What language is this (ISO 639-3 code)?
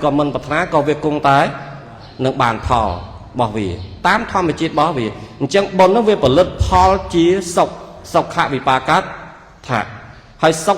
khm